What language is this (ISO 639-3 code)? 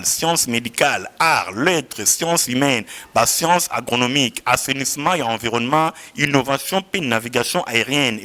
lin